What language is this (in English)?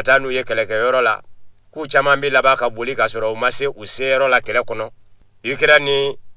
Bambara